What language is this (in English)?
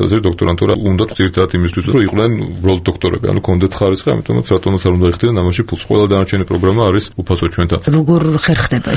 Georgian